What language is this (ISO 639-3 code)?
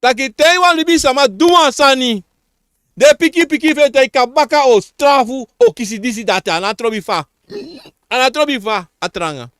srn